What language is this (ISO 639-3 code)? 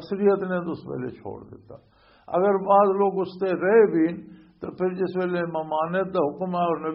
lah